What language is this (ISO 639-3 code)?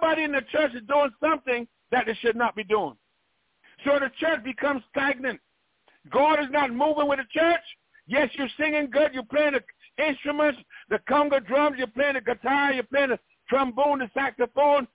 eng